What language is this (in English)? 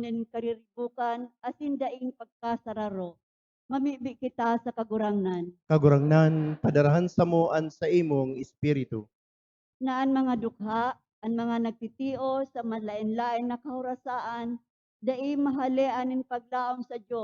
Bikol